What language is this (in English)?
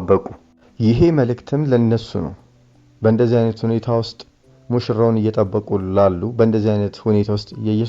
Amharic